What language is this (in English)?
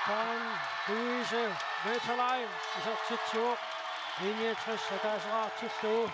Kalaallisut